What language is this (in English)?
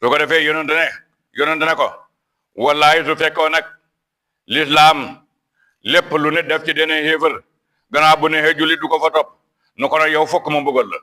Wolof